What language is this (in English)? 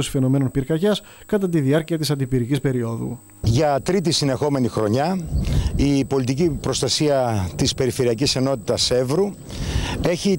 Greek